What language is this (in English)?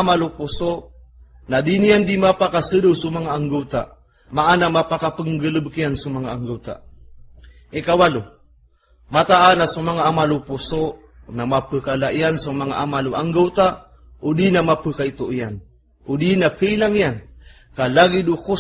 Maranao